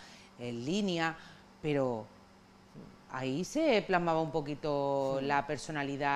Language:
Spanish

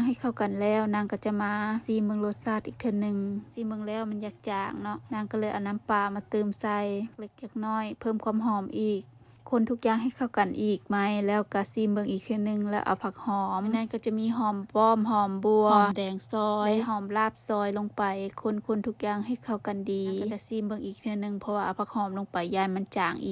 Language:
Lao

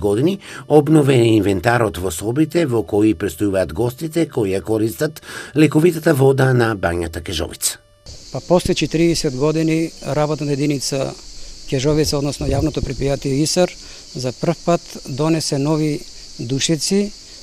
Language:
Macedonian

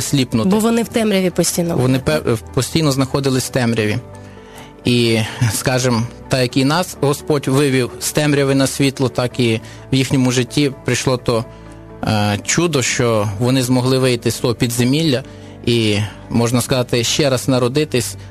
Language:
Ukrainian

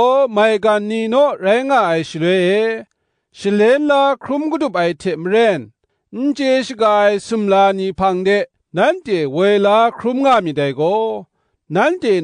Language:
Kachin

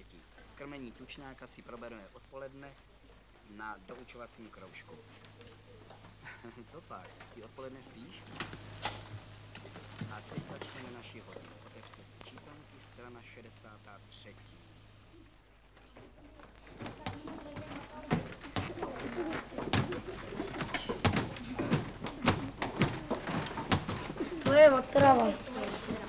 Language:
Czech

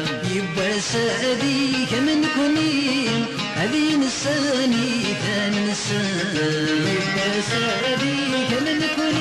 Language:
Kabyle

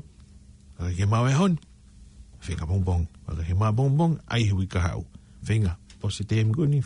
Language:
Tongan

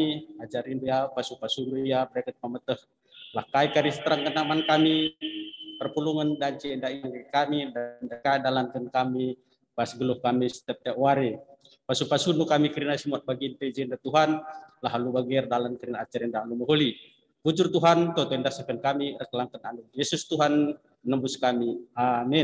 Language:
Batak Karo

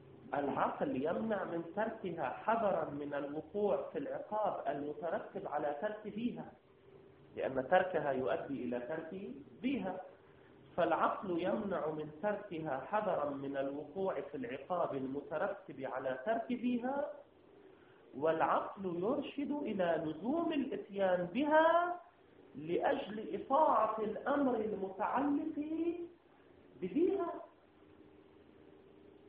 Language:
Arabic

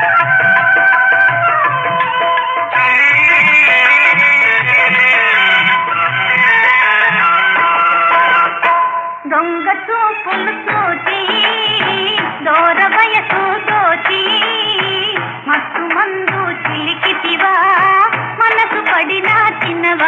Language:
Telugu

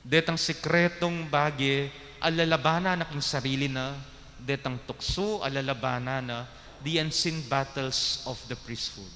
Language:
Pampanga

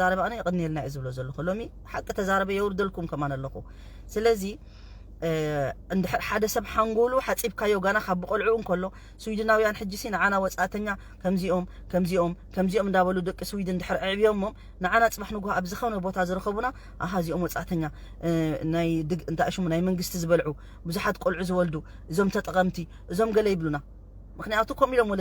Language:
Tigrinya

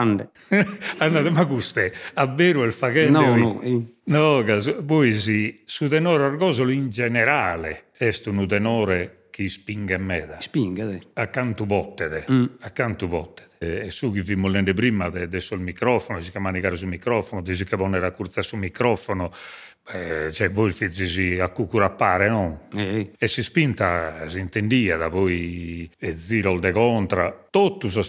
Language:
Sardinian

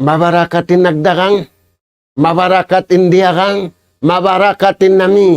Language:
Tausug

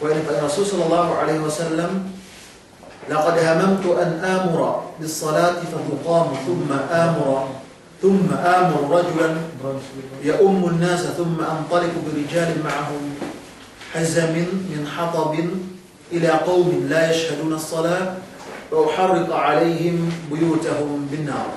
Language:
Yakan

